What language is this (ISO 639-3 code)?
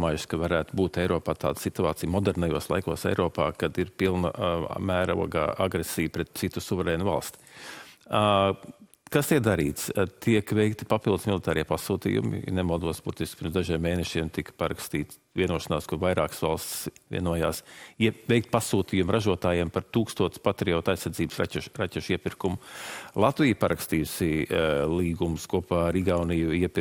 lav